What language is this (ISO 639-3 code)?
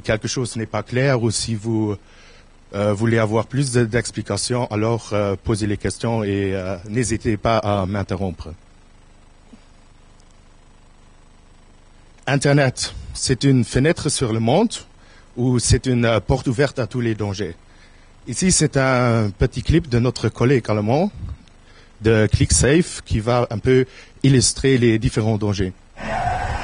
fra